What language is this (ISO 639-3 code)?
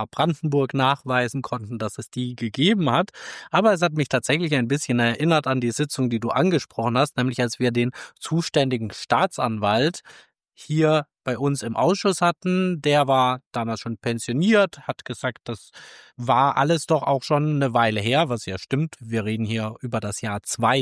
deu